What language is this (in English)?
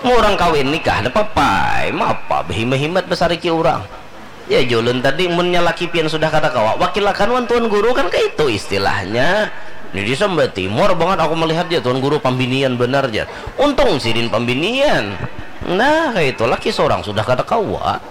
Banjar